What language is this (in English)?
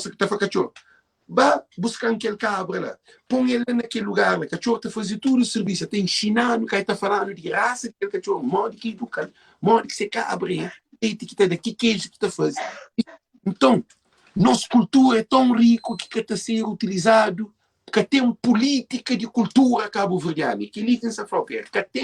Kabuverdianu